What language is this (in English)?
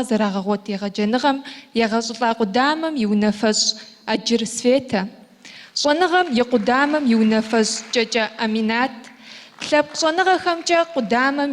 Kabardian